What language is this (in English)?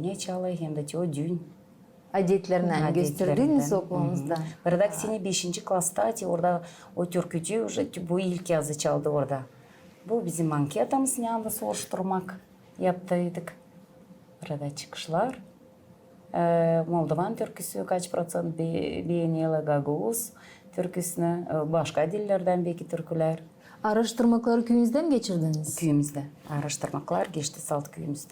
Gagauz